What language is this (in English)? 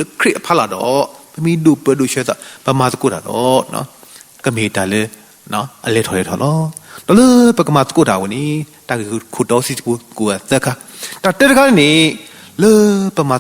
S'gaw Karen